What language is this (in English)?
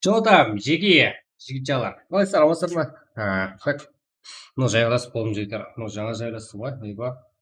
Kara-Kalpak